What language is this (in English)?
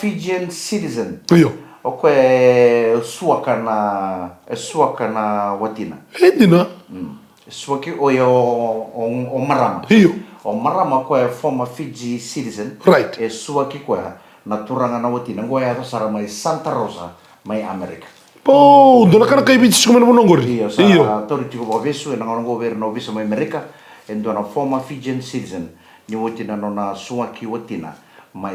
Fijian